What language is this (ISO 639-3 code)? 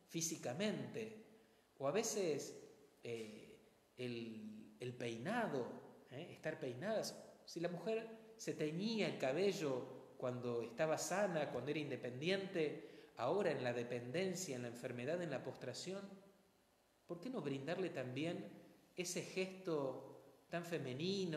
spa